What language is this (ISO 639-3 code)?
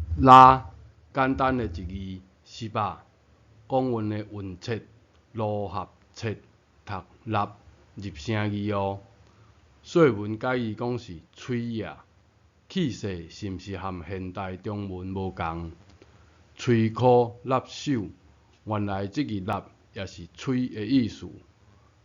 nan